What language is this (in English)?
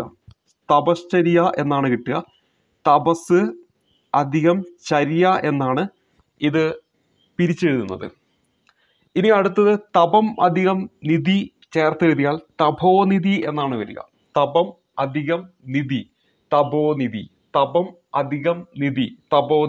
Malayalam